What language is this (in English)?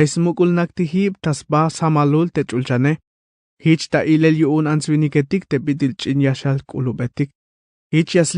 Tzeltal